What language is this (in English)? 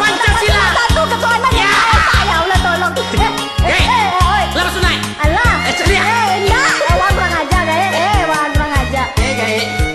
Minangkabau